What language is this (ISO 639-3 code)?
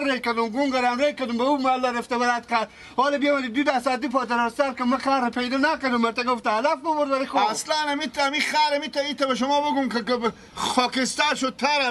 fas